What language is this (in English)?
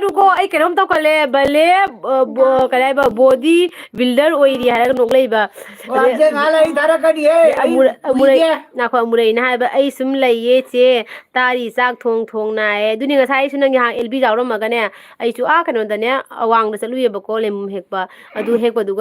Manipuri